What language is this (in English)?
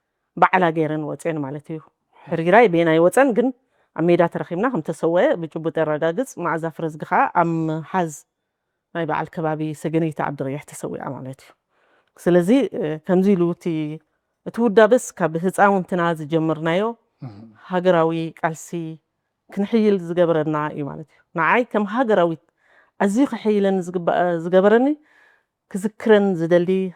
Tigrinya